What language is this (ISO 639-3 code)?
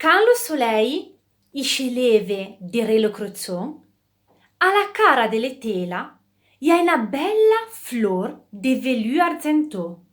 frp